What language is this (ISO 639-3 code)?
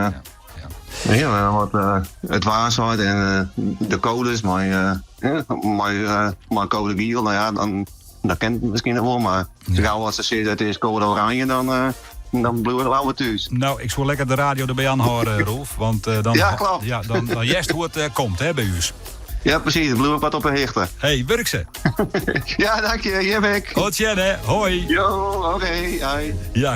fry